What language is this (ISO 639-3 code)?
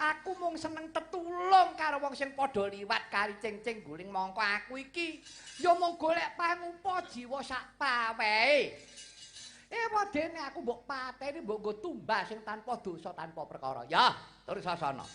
jav